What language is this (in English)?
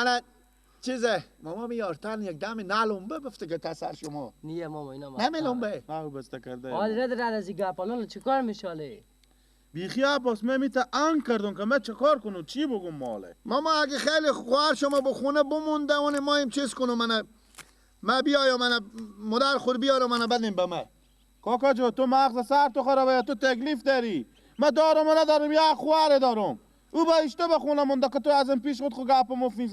Persian